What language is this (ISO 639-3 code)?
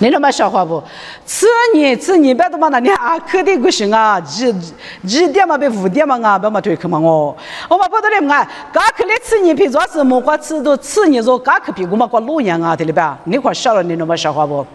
lis